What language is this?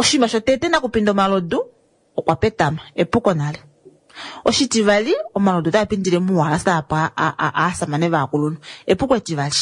Kuanyama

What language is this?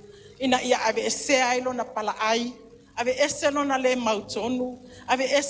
Samoan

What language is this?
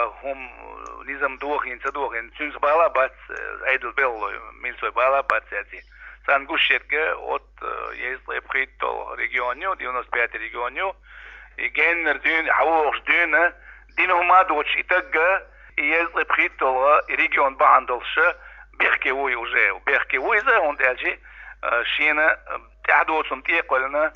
Chechen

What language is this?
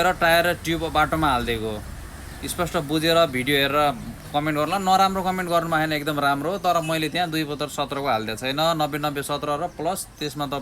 Nepali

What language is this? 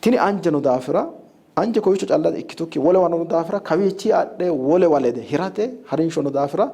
Sidamo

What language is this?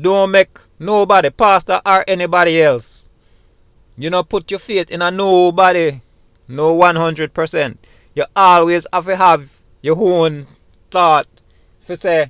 Jamaican Creole English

